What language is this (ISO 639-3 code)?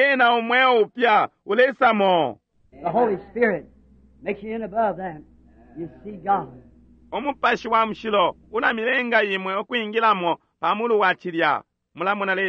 bem